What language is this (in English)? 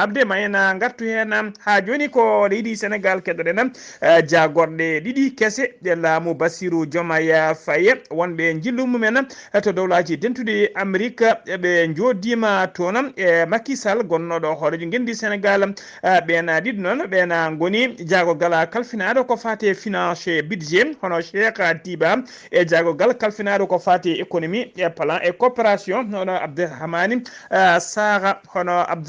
Fula